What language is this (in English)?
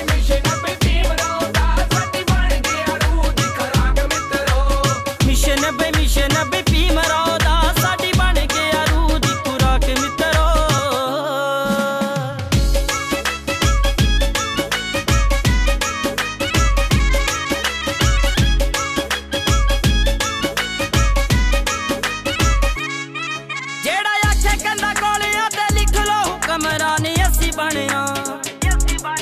Punjabi